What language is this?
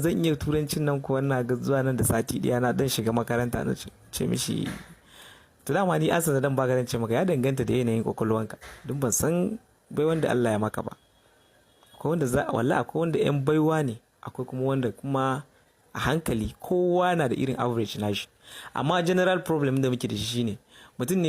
Hausa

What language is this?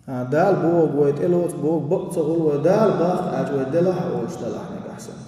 Chechen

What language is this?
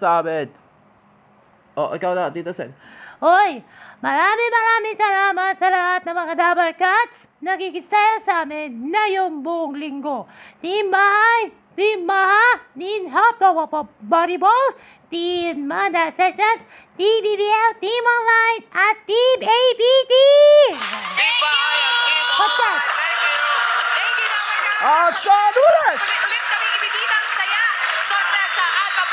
Filipino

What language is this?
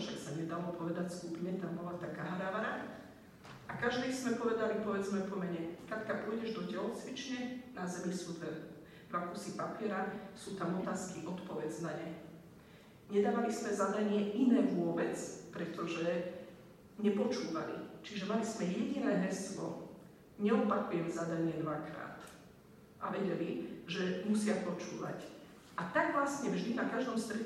Slovak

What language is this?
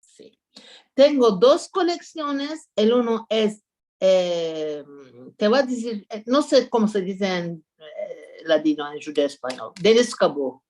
Ladino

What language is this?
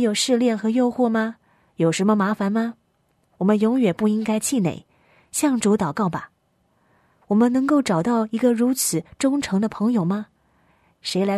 Chinese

